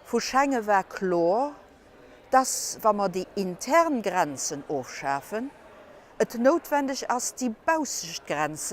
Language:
Luxembourgish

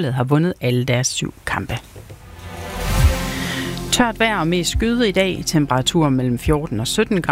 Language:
Danish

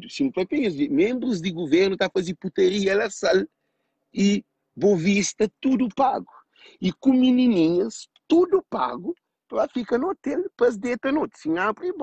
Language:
Kabuverdianu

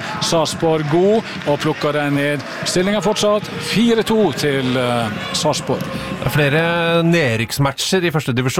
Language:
Norwegian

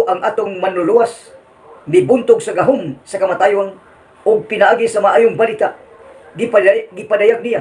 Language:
Cebuano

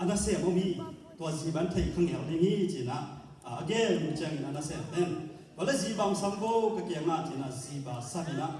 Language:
Tedim Chin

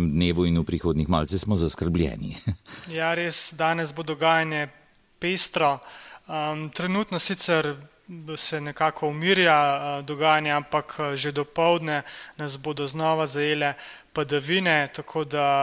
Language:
Slovenian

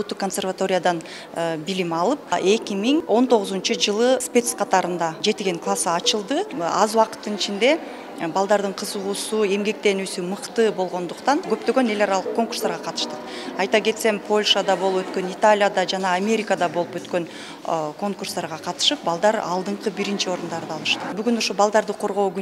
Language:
Kyrgyz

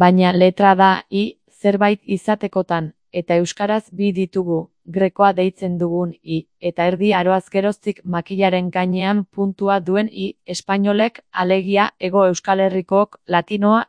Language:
Basque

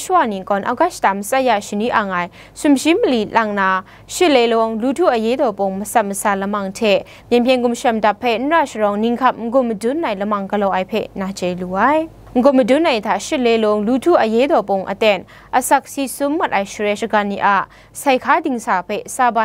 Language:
Kachin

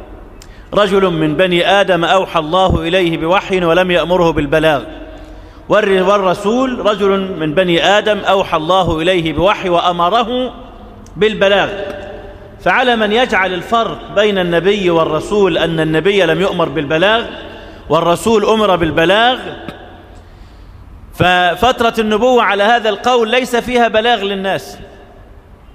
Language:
Arabic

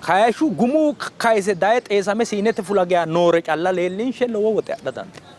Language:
Sidamo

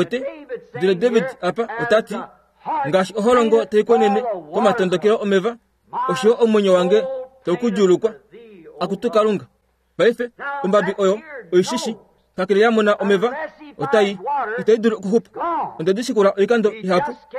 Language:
Kuanyama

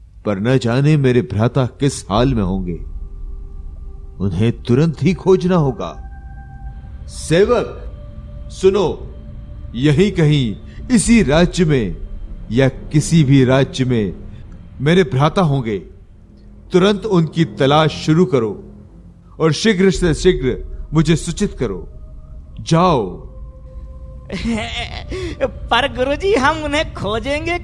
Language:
Hindi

